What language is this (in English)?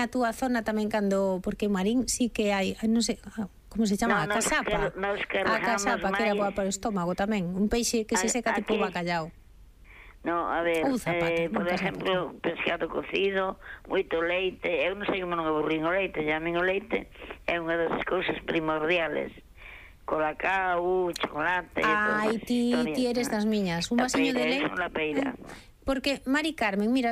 Galician